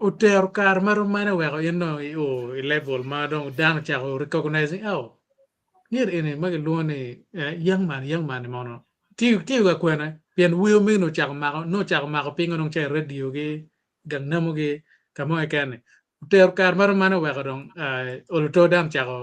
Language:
Acoli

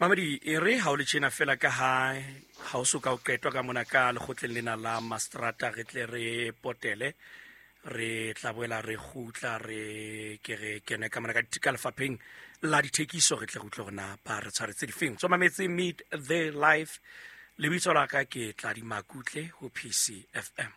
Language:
Southern Sotho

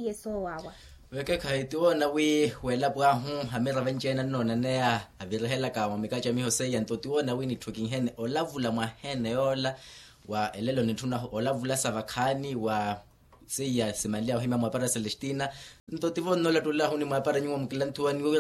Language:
Makhuwa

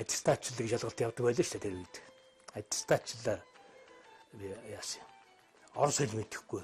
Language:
Mongolian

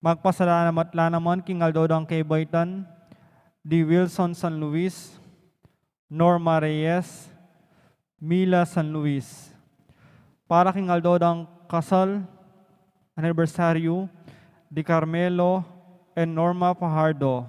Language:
Pampanga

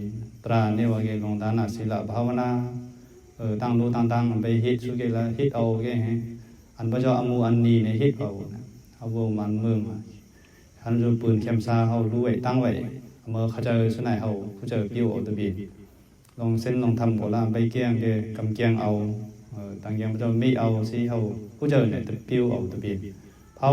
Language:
Mon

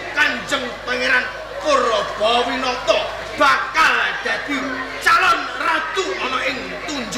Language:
Javanese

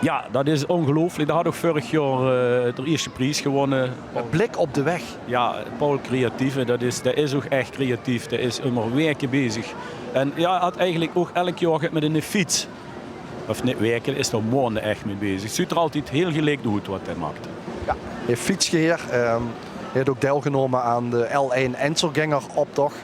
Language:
Limburgish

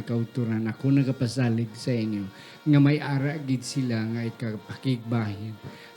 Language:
Hiligaynon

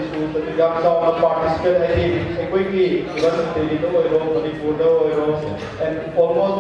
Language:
Manipuri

